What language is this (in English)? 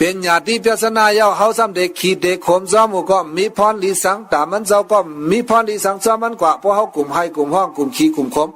Shan